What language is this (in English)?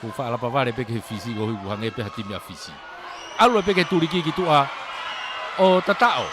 Tongan